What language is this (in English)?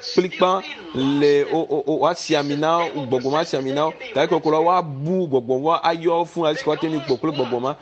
Ewe